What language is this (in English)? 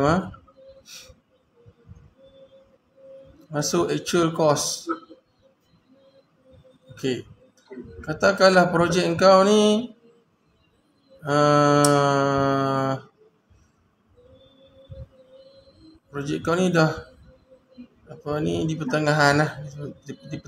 Malay